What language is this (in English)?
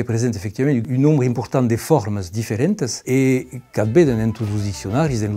Occitan